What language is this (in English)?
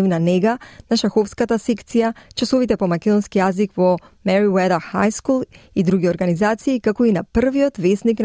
Macedonian